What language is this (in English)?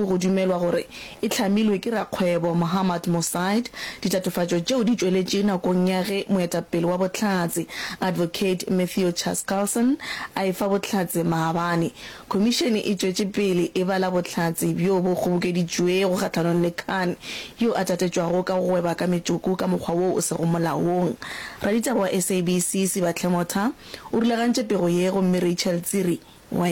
Northern Sotho